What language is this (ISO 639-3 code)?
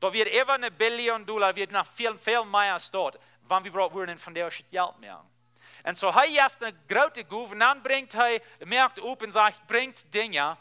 pdt